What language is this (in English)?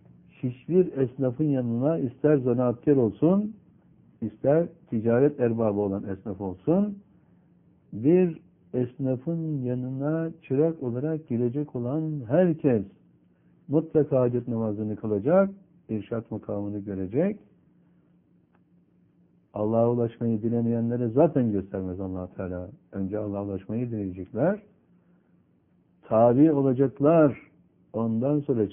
Turkish